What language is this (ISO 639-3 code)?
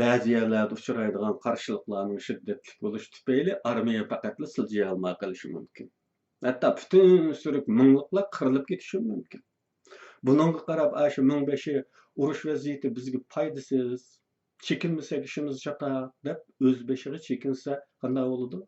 uig